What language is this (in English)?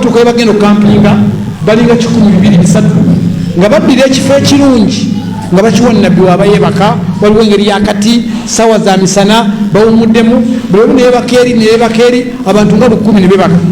Ganda